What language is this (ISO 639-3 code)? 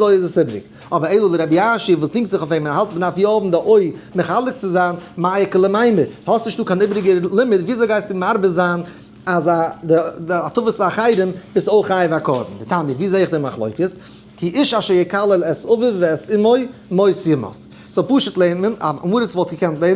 yid